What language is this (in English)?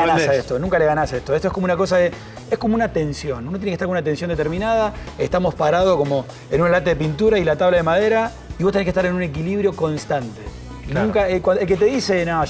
Spanish